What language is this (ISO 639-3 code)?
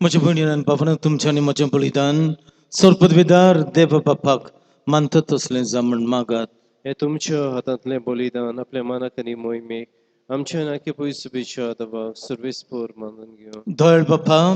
kok